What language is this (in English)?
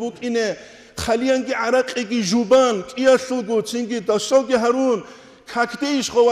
Avaric